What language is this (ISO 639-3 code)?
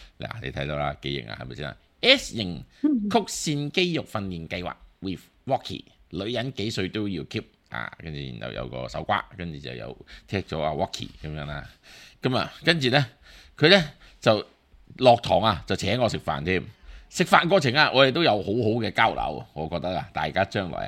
yue